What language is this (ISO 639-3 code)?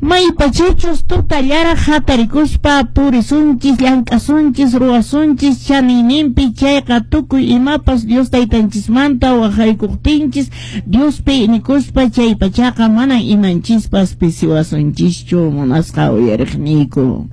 que